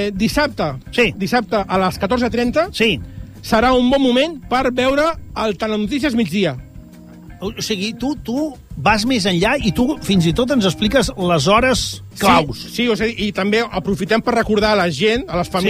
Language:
Catalan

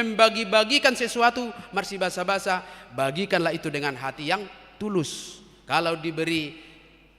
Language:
Batak Toba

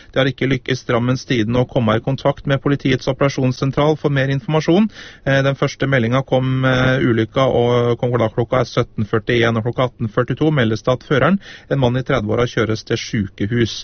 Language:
Norwegian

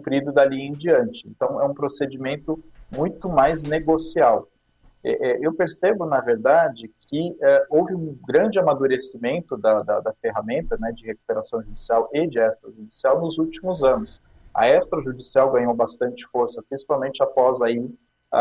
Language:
Portuguese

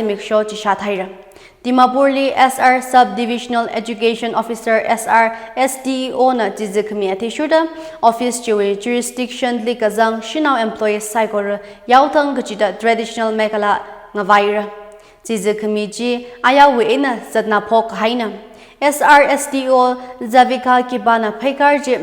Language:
Tangkhul Naga (India)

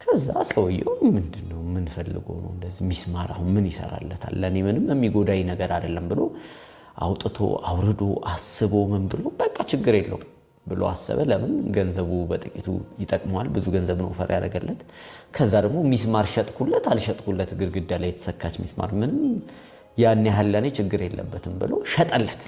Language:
Amharic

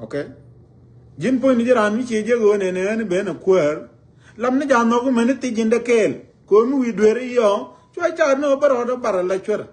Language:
Nuer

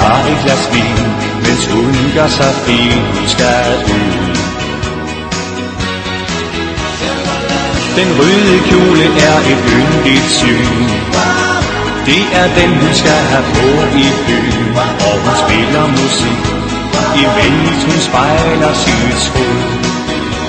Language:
Danish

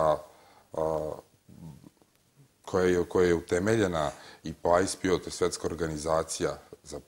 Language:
Serbian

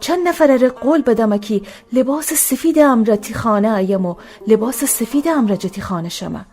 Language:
Gilaki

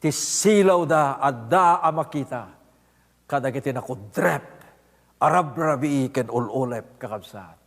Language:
Iloko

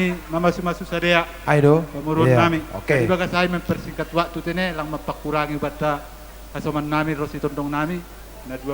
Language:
Batak Simalungun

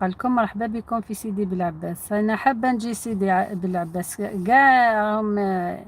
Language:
Algerian Arabic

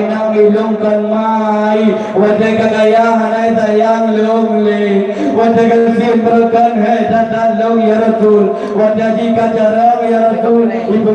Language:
Achinese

